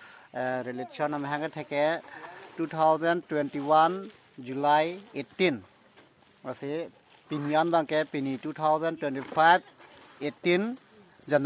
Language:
Karbi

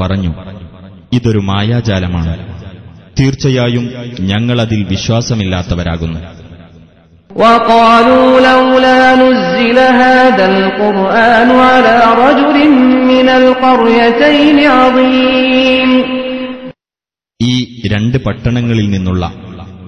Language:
Malayalam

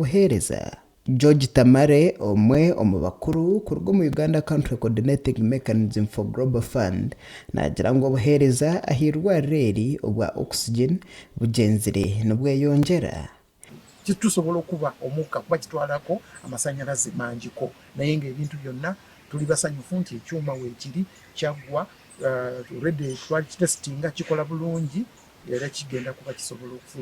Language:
Nyankole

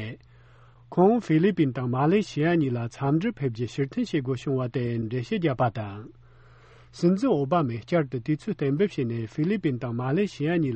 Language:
Tibetan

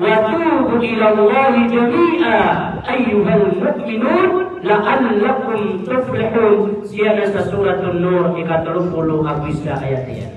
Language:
Maranao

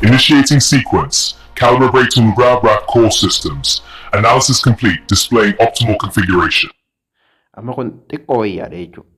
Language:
Oromo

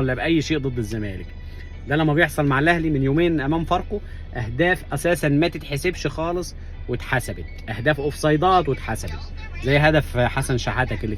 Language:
Egyptian Arabic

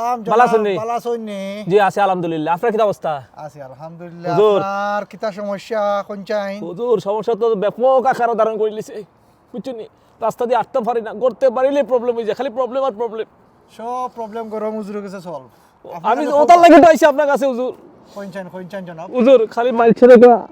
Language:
Sylheti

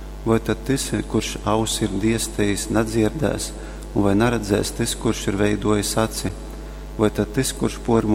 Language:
Latgalian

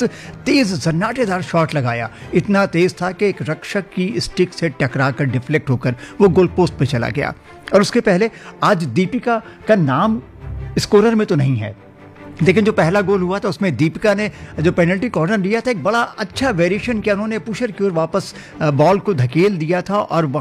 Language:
Hindi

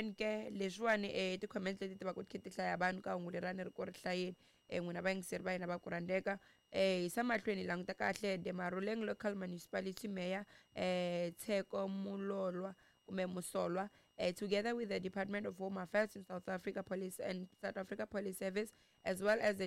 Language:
Tsonga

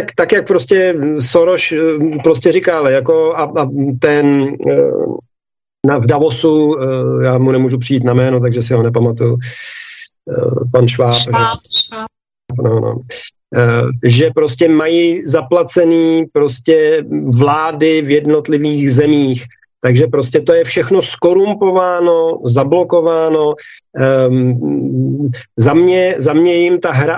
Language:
Czech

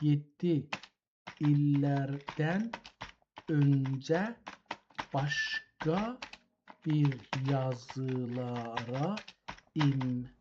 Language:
South Azerbaijani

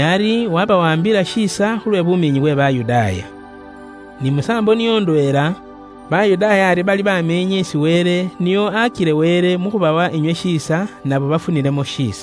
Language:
Luyia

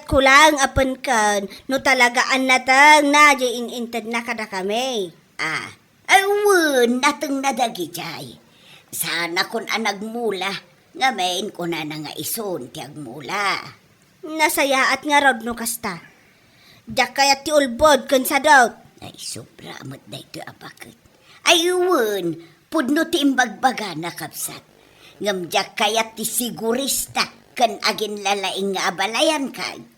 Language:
Iloko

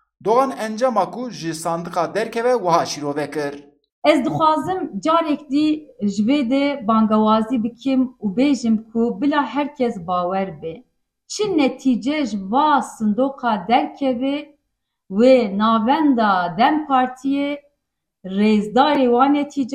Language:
Kurdish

